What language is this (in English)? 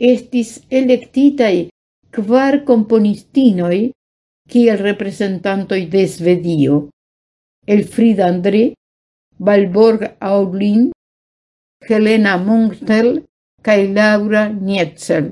Esperanto